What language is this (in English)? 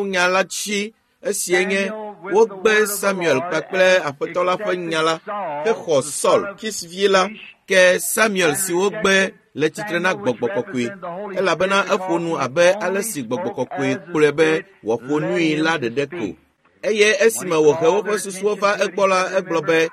Ewe